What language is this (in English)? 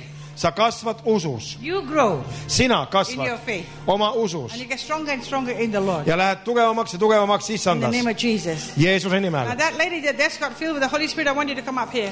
Estonian